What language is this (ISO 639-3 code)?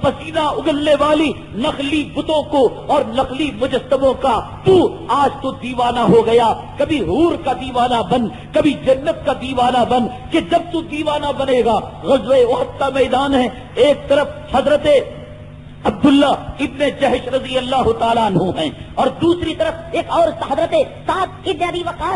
urd